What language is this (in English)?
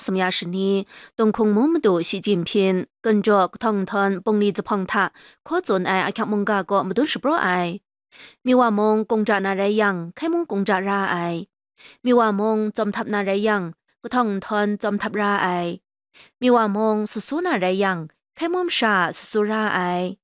Kachin